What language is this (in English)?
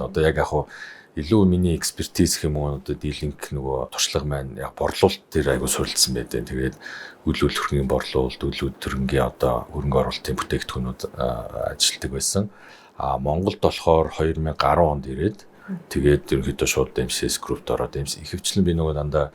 Mongolian